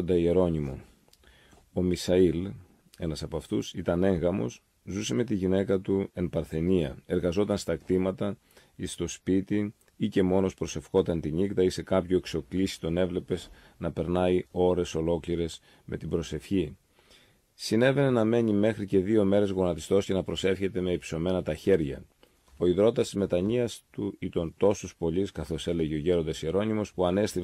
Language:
Greek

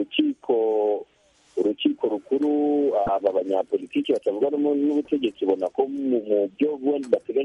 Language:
Kinyarwanda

